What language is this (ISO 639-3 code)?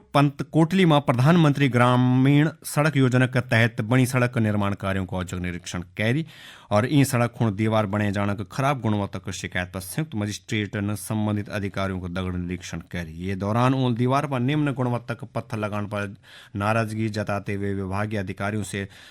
gbm